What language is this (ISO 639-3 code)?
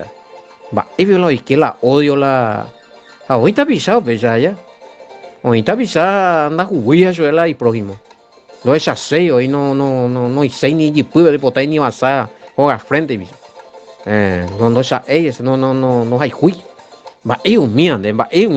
grn